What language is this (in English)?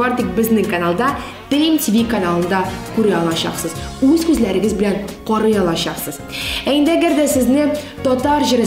Tatar